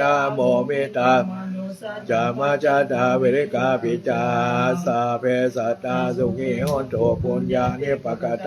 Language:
Pali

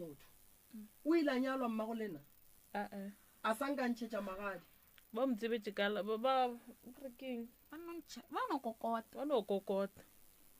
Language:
Northern Sotho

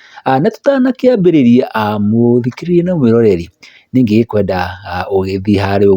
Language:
Kikuyu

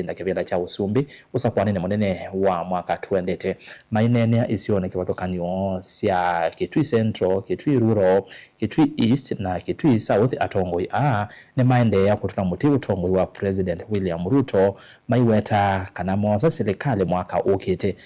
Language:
Kamba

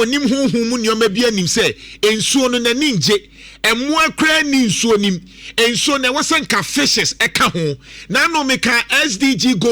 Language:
Akan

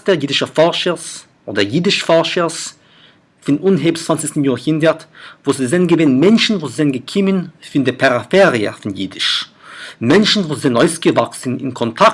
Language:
Yiddish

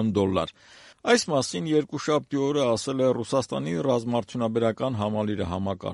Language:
Armenian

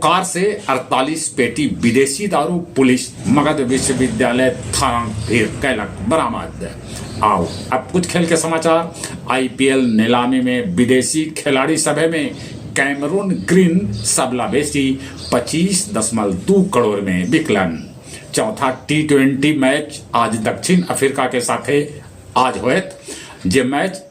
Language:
Magahi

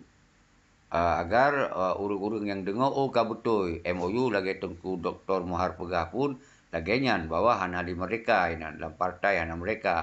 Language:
Achinese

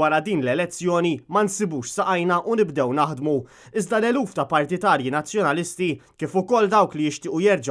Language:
Maltese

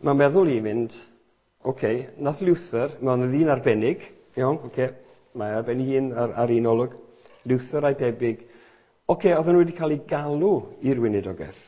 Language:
Welsh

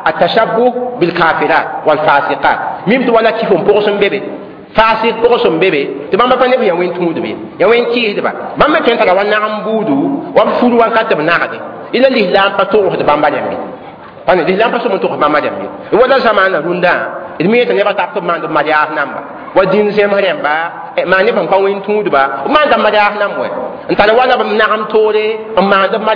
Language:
Mossi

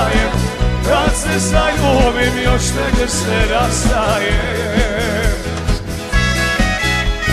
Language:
Croatian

